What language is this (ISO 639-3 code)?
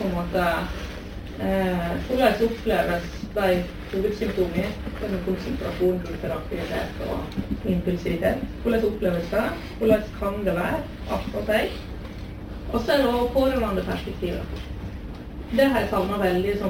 nor